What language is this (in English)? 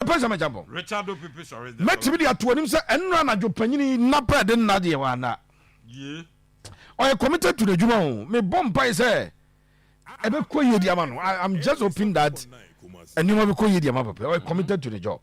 Akan